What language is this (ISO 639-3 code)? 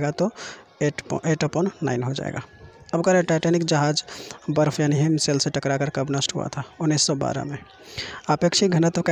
hin